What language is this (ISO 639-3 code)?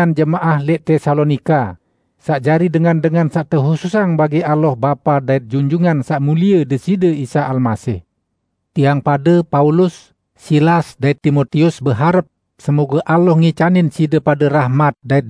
sas